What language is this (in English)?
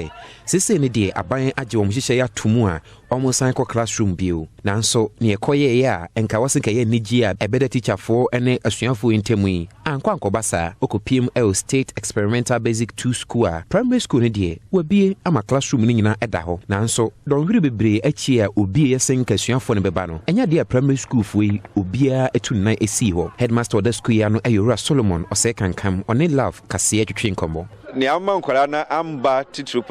Akan